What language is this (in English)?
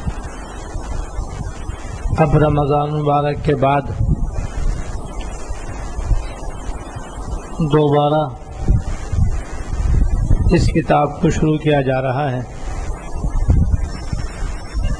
Urdu